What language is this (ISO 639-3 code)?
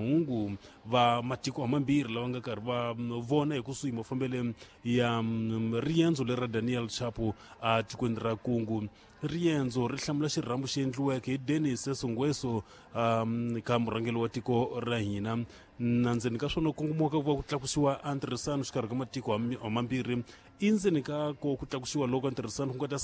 tso